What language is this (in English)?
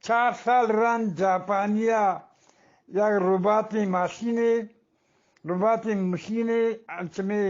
Eastern Balochi